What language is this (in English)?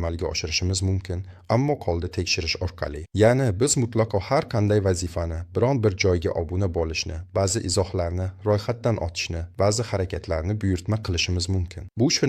Uzbek